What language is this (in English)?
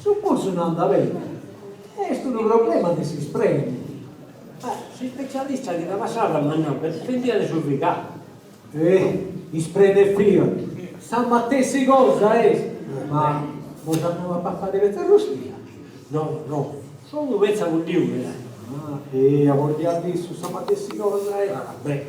Sardinian